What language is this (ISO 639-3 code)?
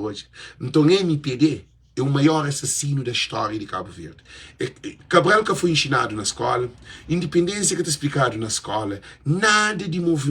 kea